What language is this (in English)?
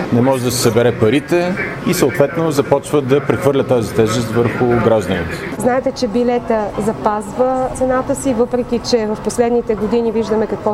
Bulgarian